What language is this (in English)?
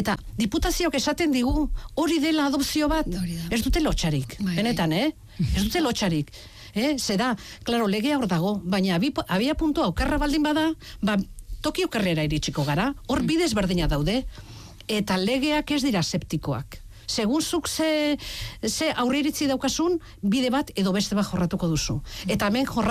Basque